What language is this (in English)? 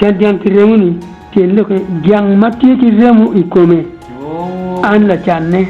Acoli